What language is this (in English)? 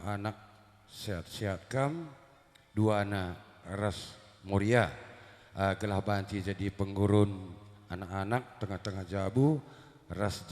Batak Karo